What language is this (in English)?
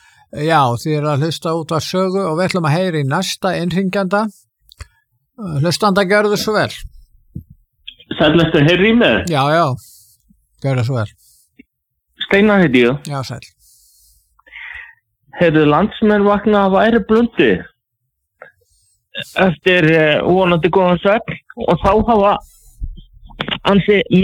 Icelandic